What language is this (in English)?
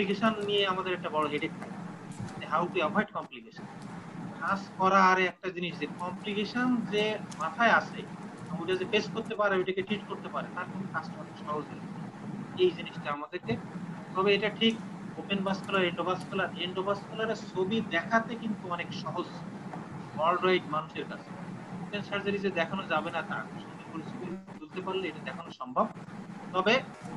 Bangla